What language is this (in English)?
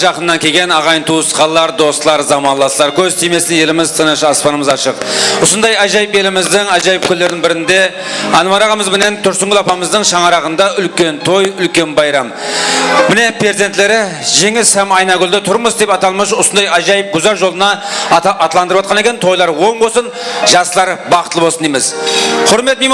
Kara-Kalpak